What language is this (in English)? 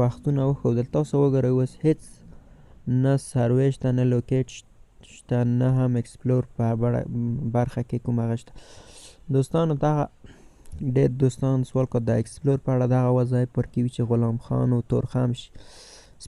Pashto